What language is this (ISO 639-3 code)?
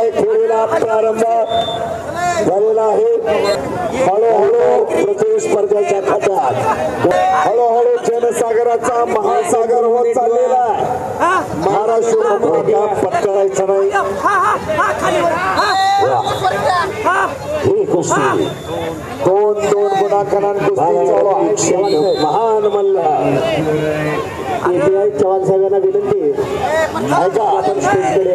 mar